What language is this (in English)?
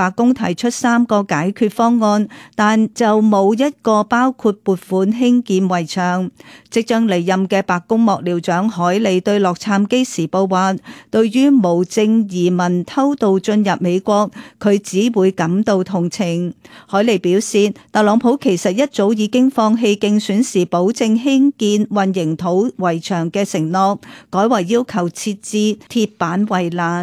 Cantonese